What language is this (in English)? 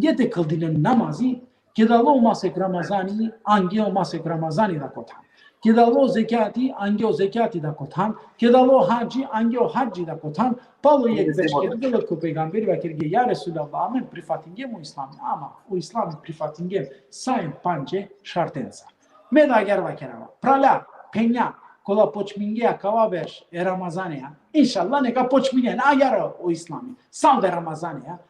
Balkan Romani